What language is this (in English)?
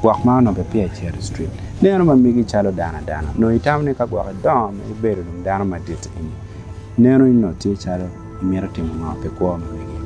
Acoli